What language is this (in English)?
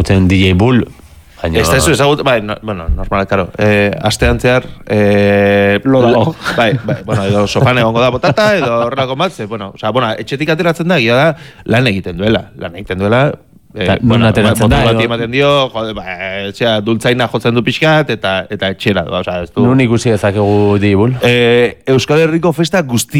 Basque